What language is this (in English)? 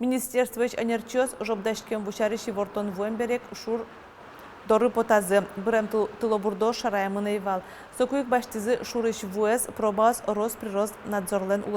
Udmurt